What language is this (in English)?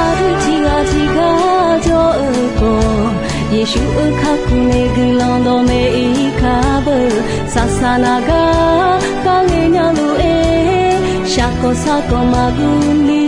Akha